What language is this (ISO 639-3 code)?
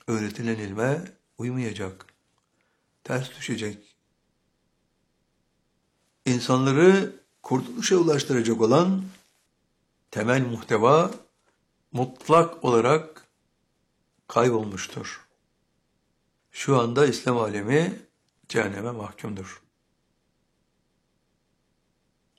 tur